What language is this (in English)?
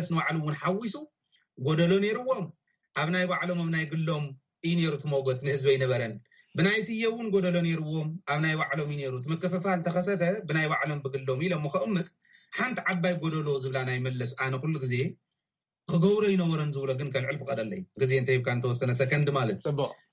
Tigrinya